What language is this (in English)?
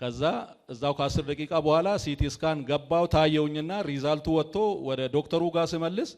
Amharic